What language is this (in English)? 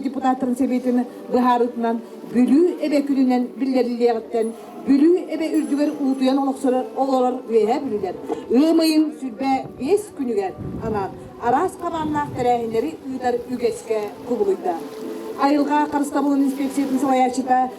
Yakut